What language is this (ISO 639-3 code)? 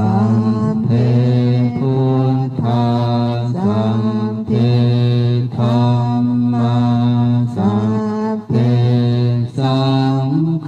pli